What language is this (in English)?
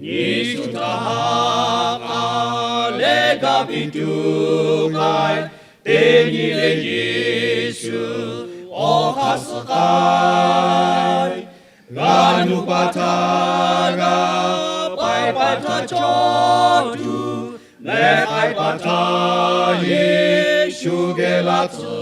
Lahu